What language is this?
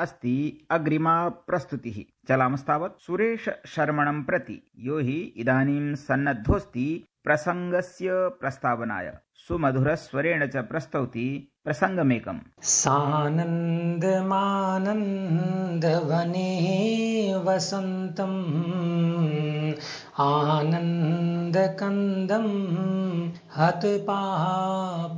Sanskrit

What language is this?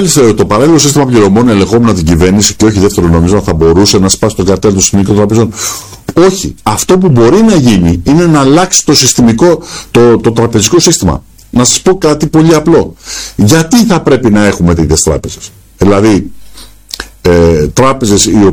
Greek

